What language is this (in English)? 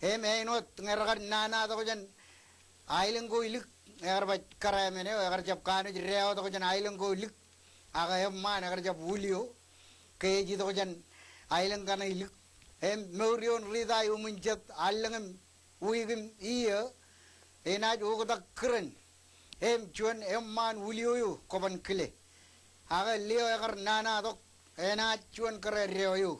Marshallese